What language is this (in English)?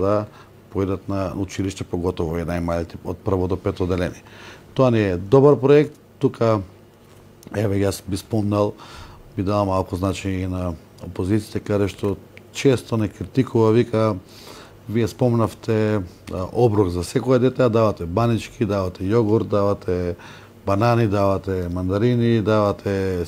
Macedonian